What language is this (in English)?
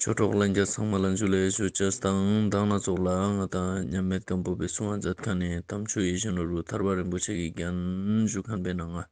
Ladakhi